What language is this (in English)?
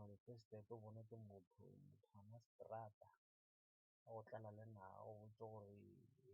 Northern Sotho